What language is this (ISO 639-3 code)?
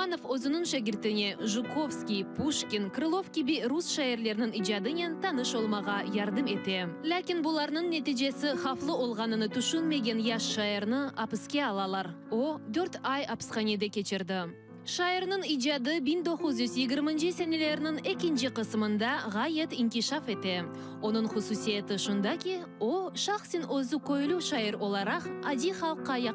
crh